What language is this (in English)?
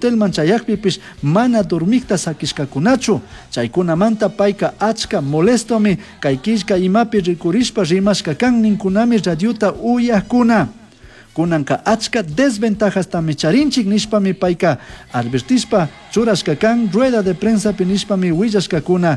Chimborazo Highland Quichua